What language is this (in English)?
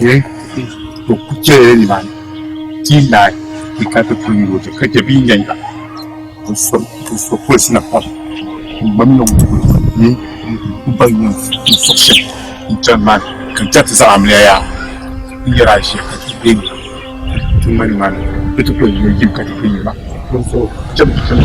Dagbani